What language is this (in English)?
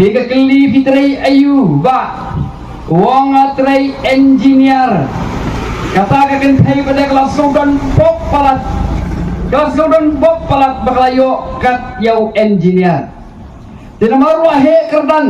Khasi